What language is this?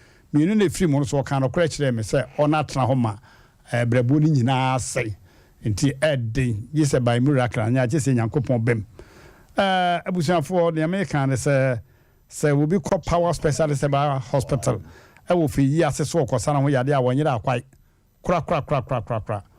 Akan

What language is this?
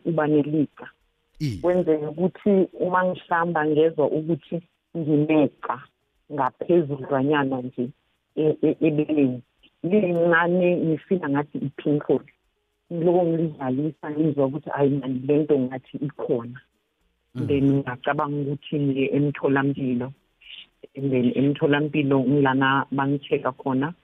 South Ndebele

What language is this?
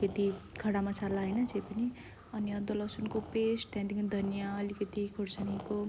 Nepali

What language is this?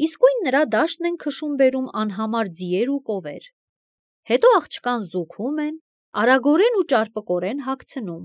Armenian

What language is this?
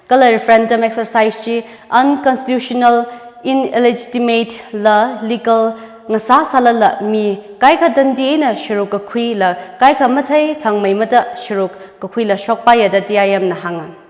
Tangkhul Naga (India)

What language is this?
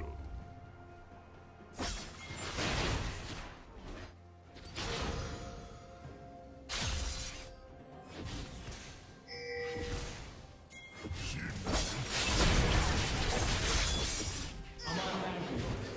Turkish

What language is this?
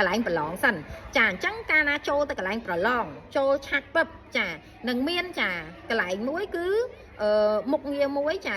Khmer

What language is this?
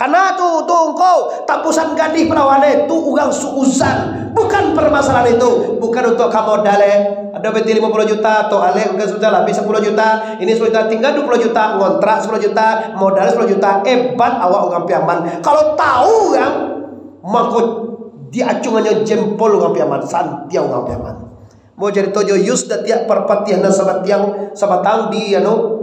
Minangkabau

